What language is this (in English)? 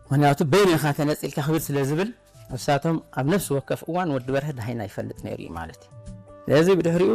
Tigrinya